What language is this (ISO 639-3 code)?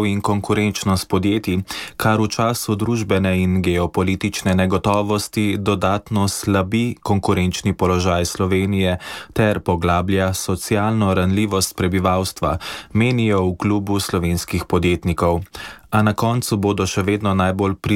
slv